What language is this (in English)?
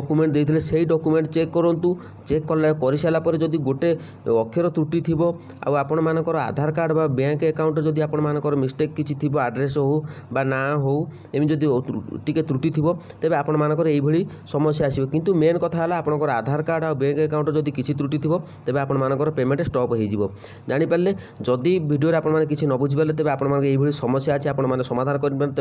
Odia